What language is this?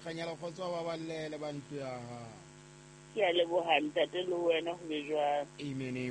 Southern Sotho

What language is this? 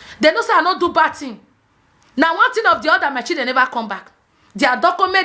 Nigerian Pidgin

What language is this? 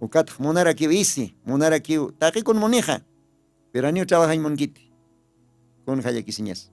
Aymara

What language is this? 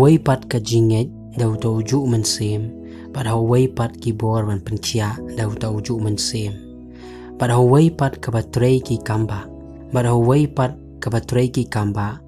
Khasi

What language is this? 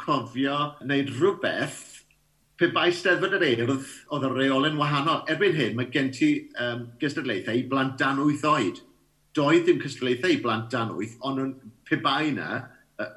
Welsh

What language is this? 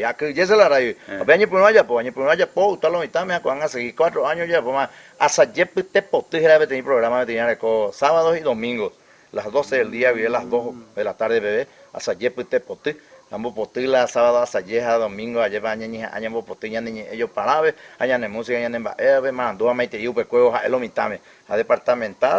Guarani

